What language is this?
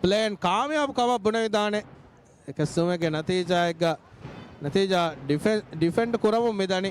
Divehi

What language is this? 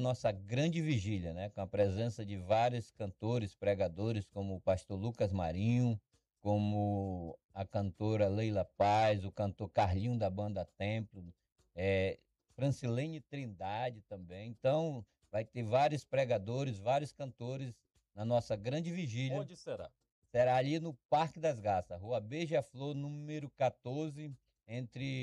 Portuguese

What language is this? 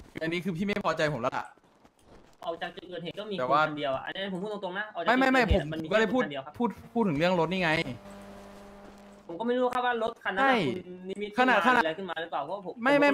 Thai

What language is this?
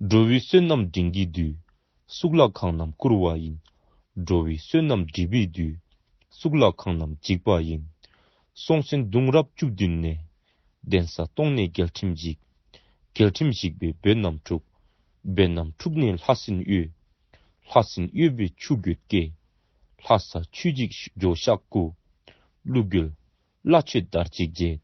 Dzongkha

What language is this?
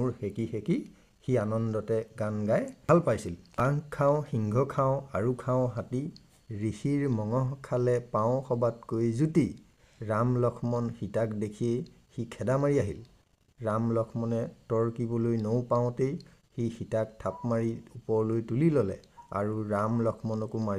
Assamese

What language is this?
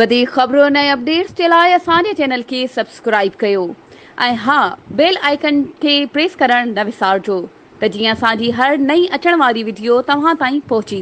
Sindhi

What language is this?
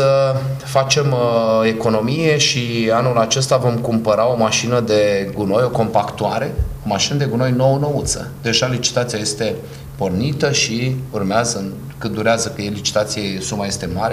Romanian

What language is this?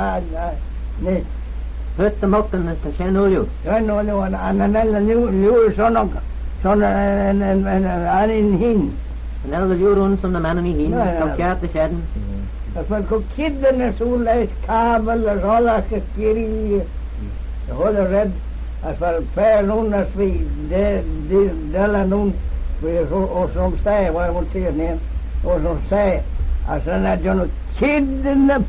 Manx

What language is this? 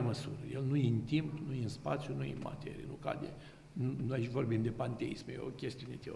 Romanian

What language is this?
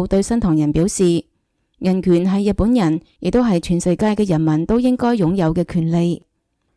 Cantonese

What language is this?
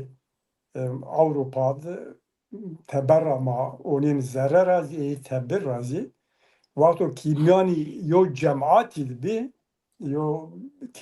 Zaza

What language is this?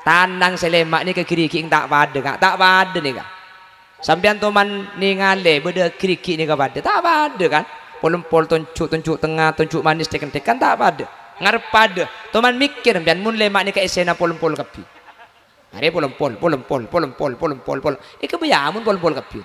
Madurese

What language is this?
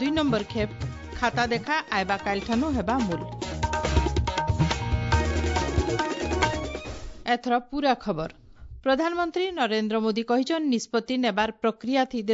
Odia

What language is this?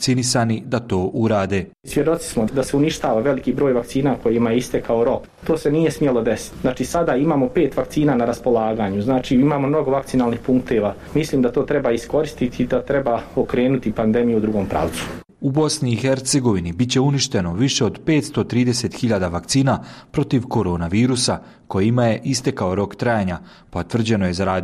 Bosnian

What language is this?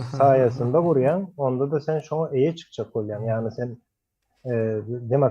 Turkmen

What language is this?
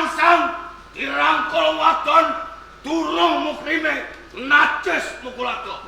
Javanese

